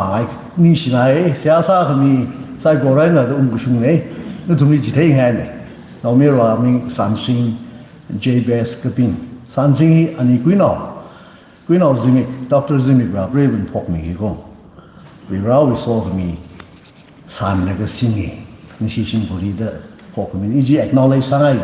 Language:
Tangkhul Naga (India)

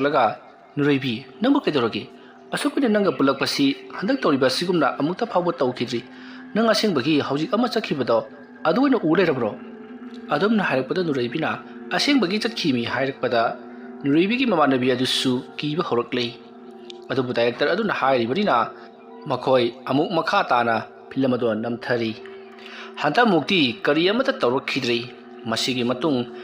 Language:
Manipuri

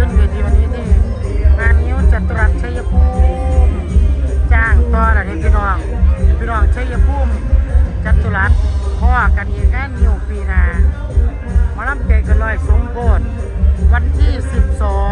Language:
Lao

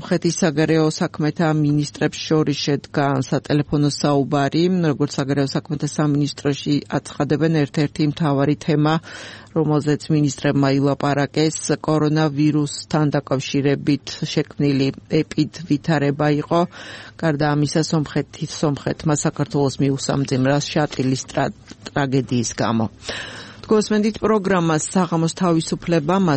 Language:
Georgian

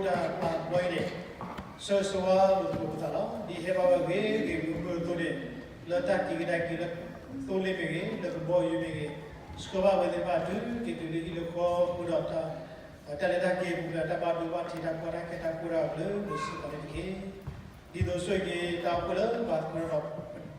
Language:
S'gaw Karen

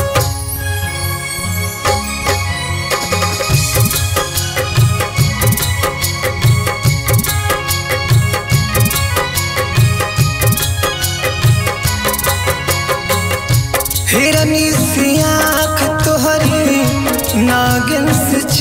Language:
Bhojpuri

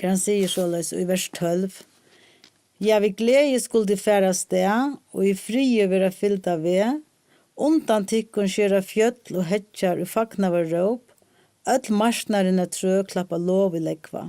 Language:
Faroese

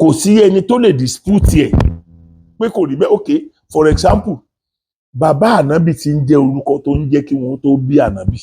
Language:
Yoruba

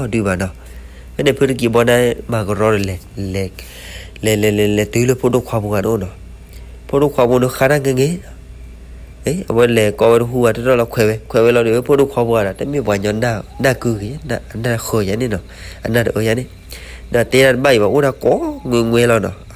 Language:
S'gaw Karen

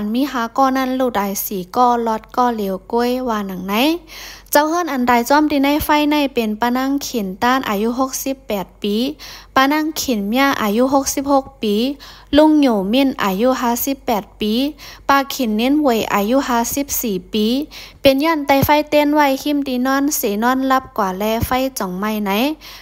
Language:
Lao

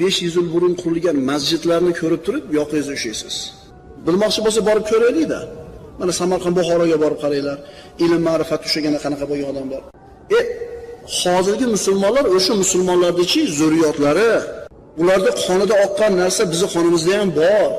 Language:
Uzbek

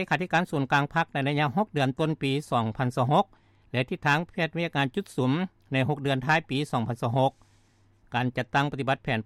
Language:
Lao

